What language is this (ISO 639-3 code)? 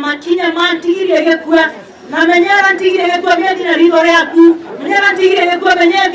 mer